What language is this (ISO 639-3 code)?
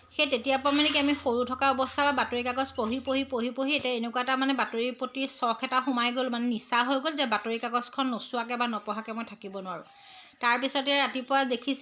asm